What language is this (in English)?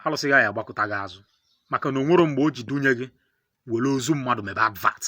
Igbo